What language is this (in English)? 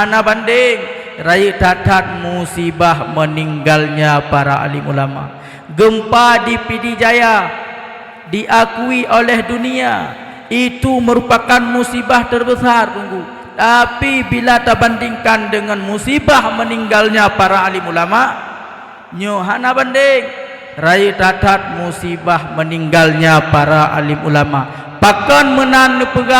Achinese